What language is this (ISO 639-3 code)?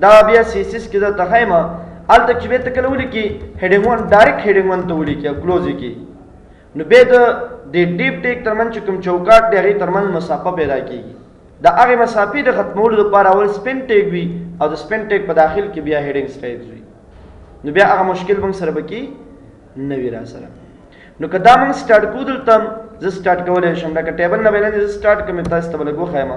pus